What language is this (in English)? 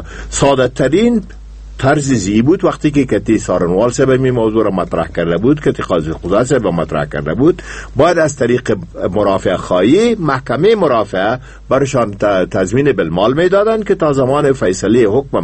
Persian